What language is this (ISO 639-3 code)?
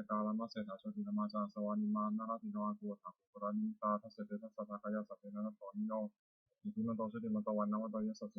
pli